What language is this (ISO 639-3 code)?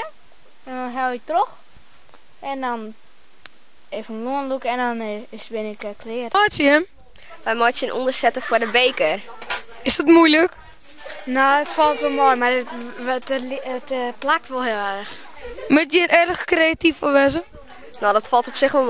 fry